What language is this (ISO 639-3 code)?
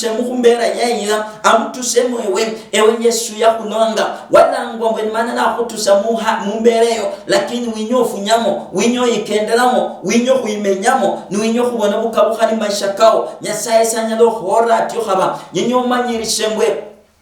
luy